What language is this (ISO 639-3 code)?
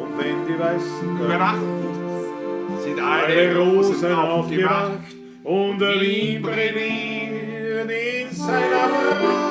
bar